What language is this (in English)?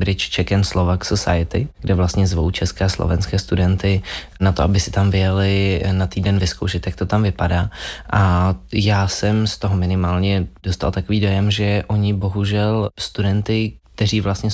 Czech